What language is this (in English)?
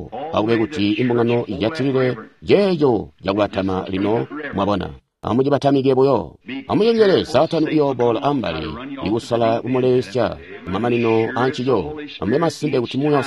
Tonga (Zambia)